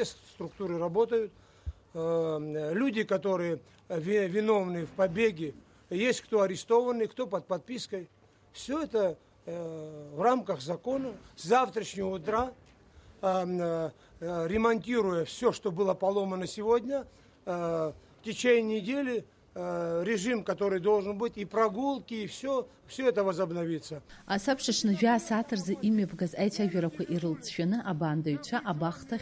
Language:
Abkhazian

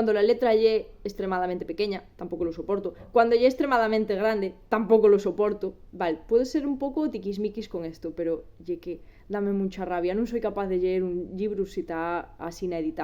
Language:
Asturian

